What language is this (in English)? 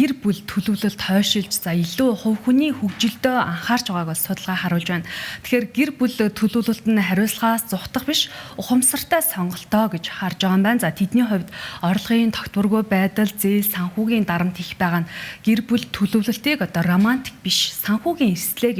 Mongolian